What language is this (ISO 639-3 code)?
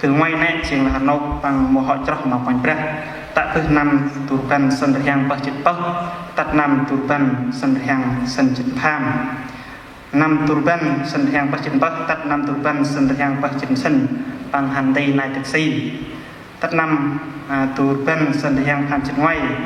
cmo